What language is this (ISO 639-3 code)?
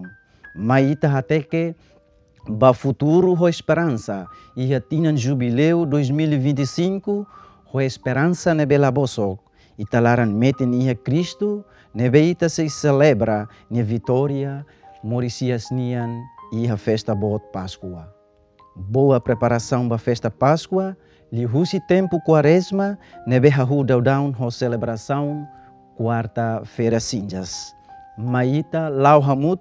tet